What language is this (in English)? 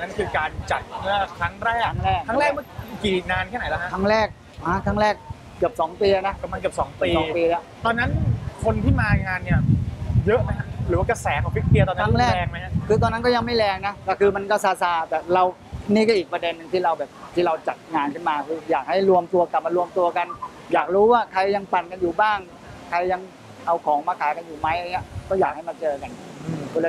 Thai